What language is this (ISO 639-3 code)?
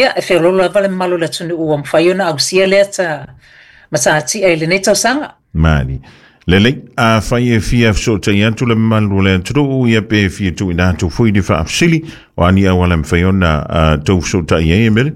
smo